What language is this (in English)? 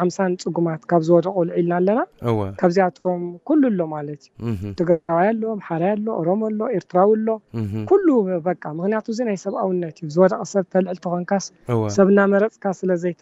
Tigrinya